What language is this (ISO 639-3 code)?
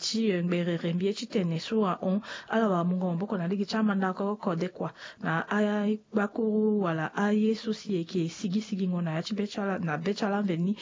sag